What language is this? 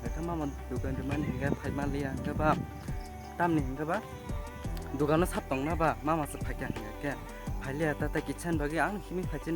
Kok Borok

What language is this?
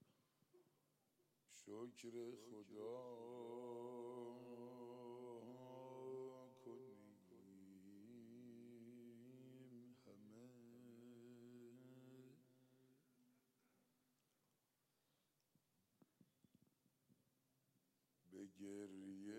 Persian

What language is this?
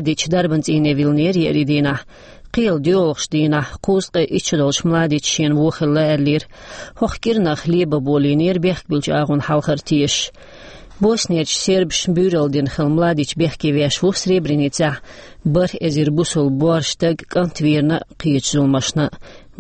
Chechen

